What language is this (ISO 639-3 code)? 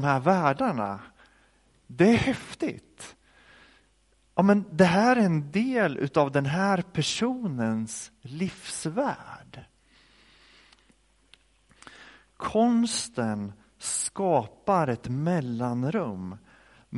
swe